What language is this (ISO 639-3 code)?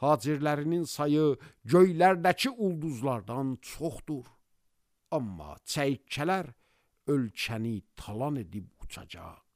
aze